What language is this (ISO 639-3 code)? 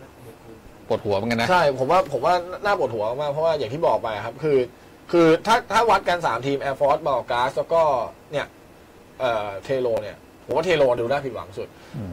tha